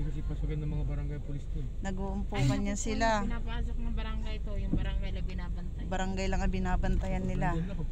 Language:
Filipino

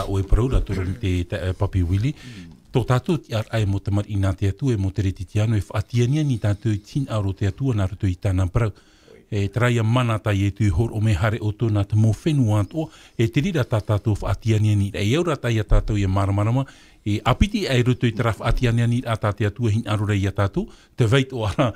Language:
Tahitian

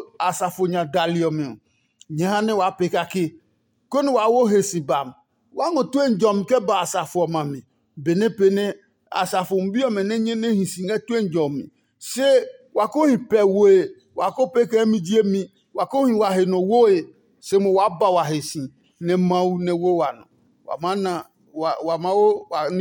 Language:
Adangme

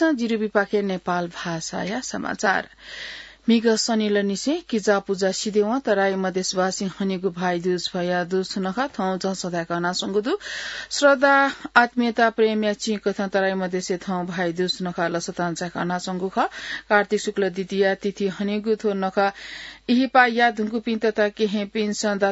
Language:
Newari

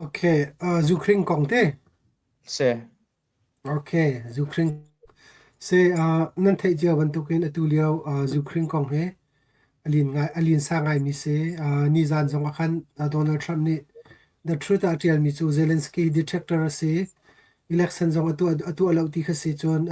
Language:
Hakha Chin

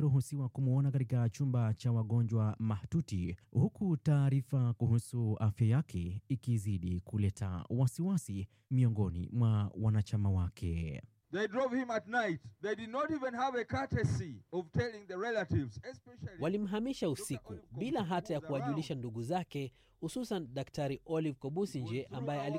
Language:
Swahili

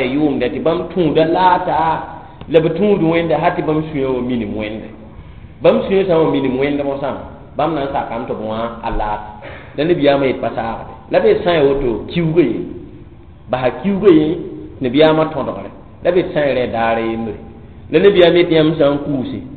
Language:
Mossi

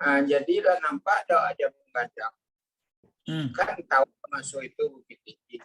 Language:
Minangkabau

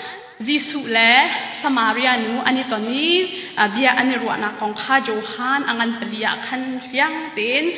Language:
Hakha Chin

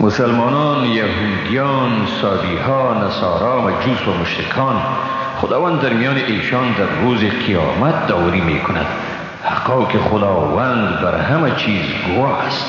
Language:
Persian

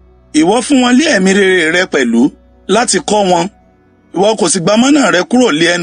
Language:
Yoruba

